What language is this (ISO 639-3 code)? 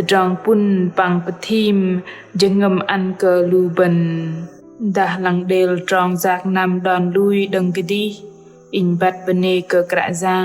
bdq